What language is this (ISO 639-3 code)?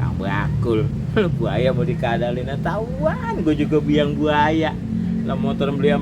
bew